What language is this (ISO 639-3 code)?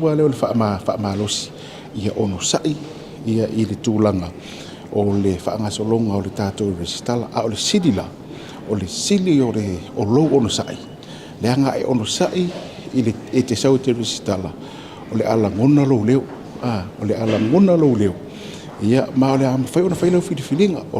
smo